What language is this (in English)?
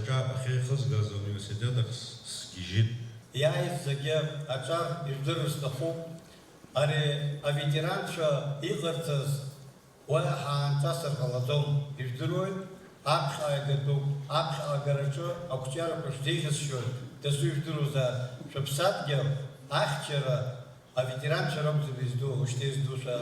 Abkhazian